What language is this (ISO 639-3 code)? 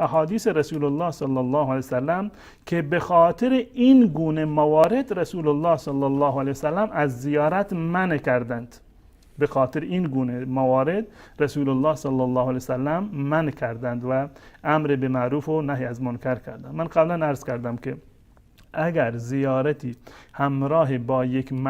fas